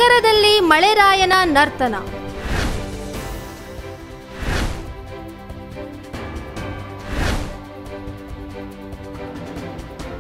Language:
Kannada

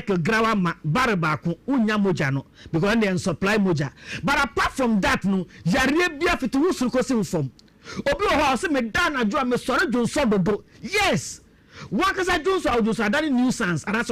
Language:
Akan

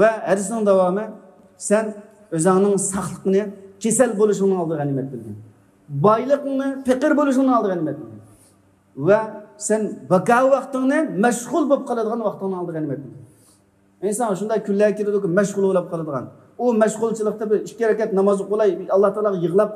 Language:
Uyghur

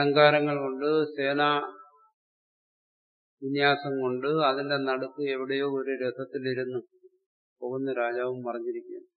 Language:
Malayalam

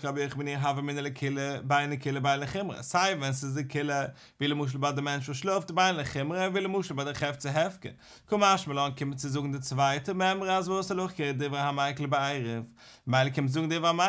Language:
Yiddish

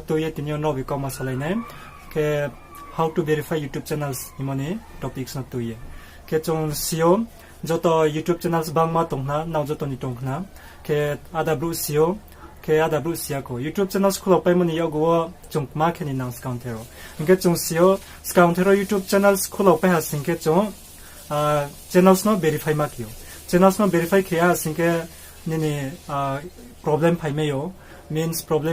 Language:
Riang (India)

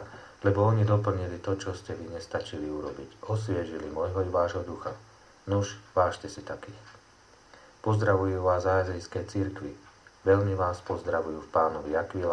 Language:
Slovak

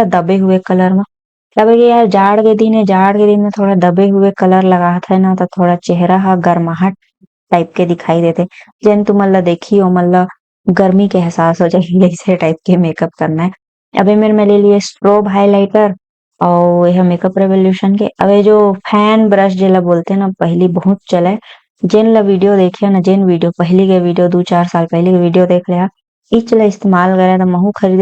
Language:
Chhattisgarhi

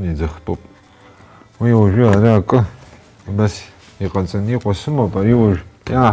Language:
Abkhazian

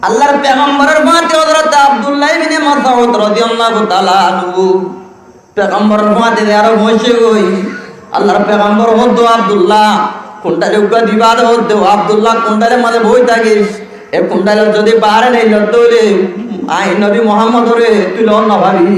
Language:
Rohingya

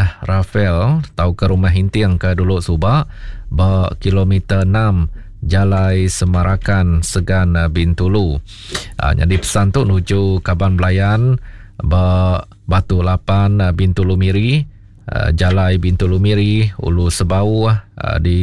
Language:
Iban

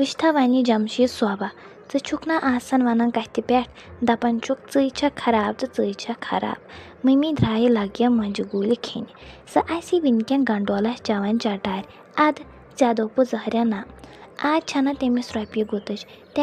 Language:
Kashmiri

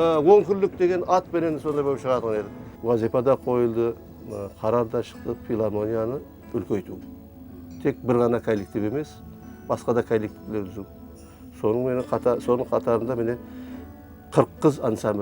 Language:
Kara-Kalpak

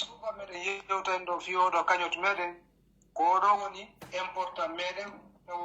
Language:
Pular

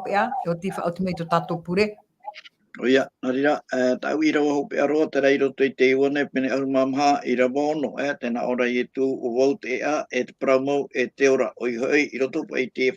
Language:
Tahitian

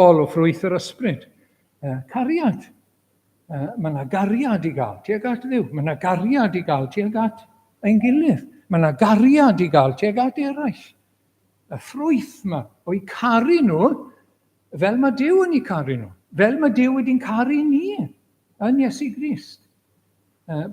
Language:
Welsh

